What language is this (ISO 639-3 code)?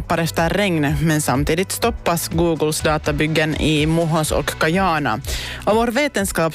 swe